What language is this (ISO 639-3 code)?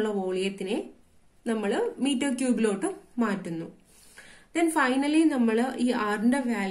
mal